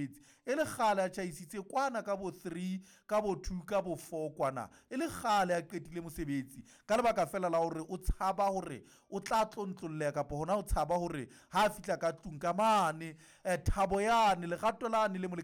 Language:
Southern Sotho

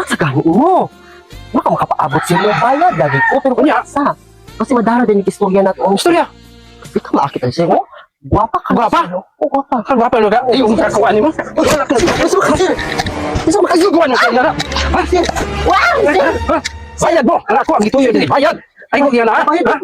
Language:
Cebuano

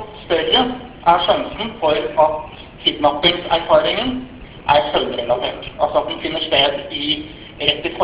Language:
Norwegian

